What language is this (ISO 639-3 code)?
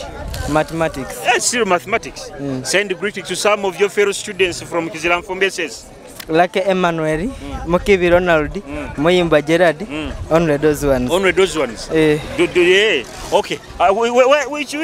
nyo